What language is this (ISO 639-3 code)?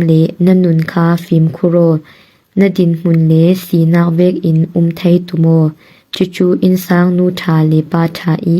cfm